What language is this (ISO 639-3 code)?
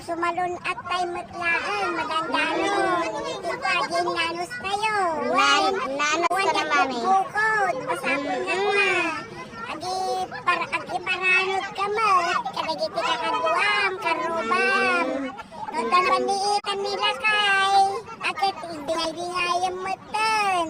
ilo